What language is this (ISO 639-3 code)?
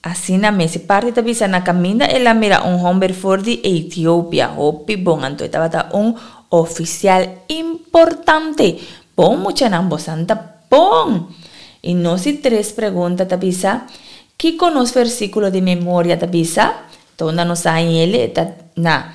pap